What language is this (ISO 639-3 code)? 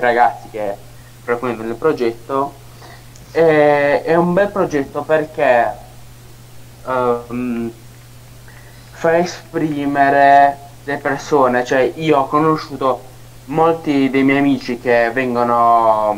ita